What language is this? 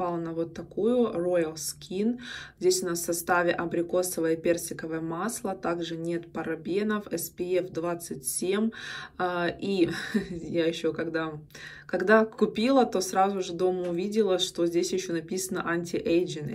Russian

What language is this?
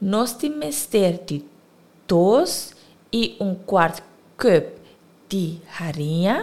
Papiamento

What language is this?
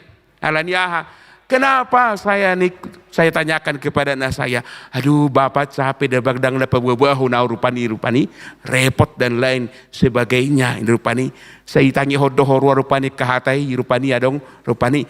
Batak Toba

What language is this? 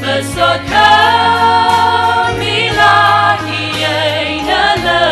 Tangkhul Naga (India)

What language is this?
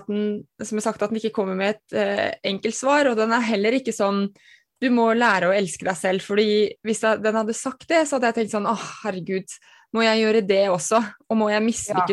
Norwegian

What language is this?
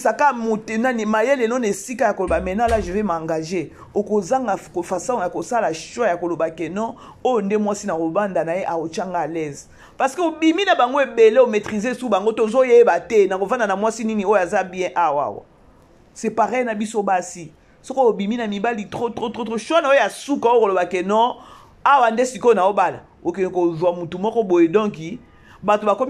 Lingala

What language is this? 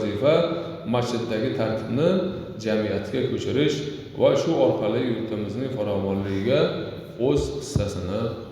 Uzbek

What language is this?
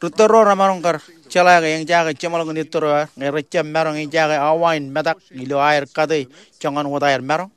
Marshallese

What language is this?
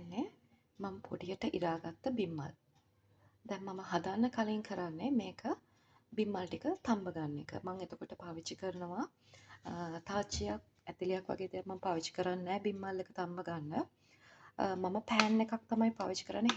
Sinhala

